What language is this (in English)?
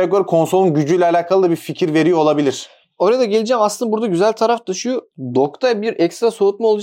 Turkish